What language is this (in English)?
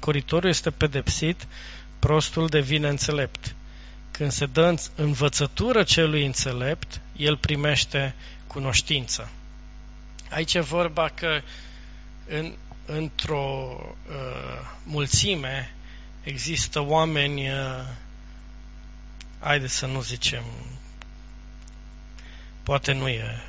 Romanian